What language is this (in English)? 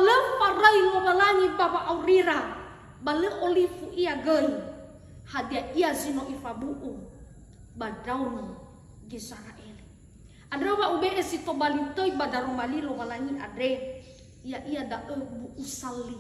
Nias